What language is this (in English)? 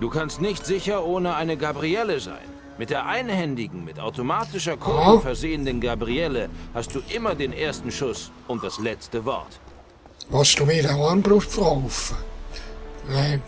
Swiss German